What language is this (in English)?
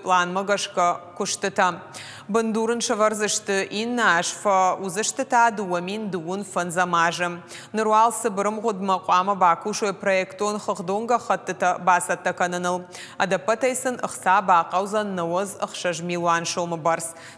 Ossetic